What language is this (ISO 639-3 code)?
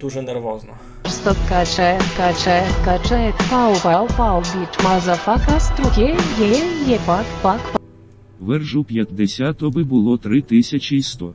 rue